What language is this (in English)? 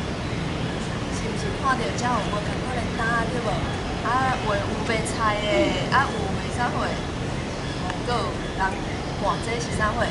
Min Nan Chinese